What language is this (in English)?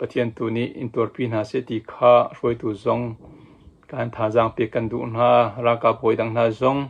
Hakha Chin